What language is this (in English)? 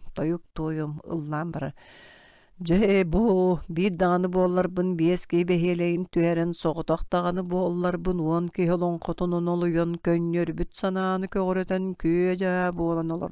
Yakut